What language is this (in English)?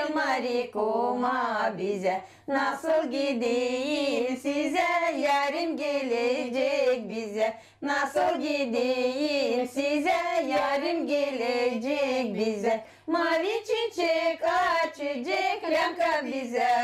Gagauz